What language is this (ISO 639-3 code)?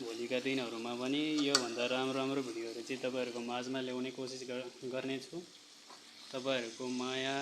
nep